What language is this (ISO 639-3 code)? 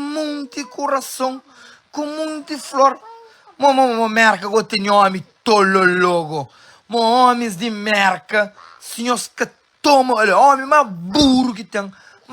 kea